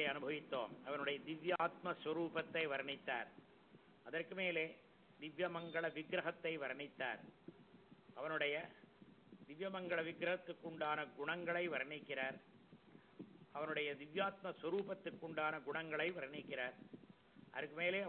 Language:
Tamil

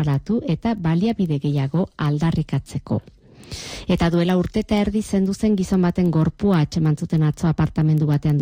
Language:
Basque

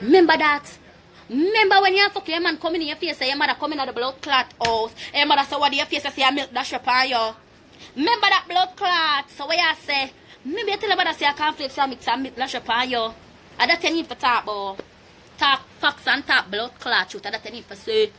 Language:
Jamaican Creole English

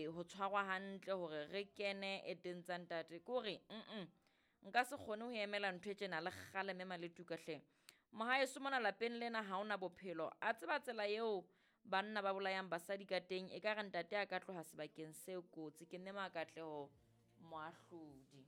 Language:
Southern Sotho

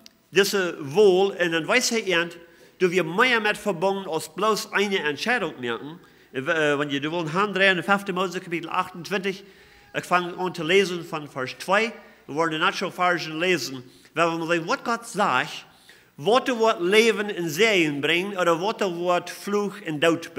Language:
Plautdietsch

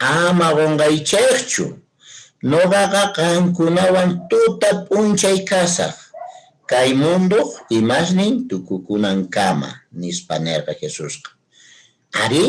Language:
Quechua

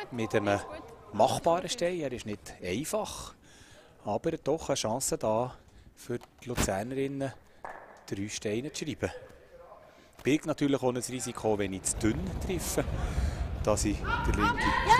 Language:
German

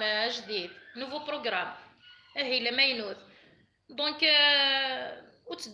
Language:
Kabyle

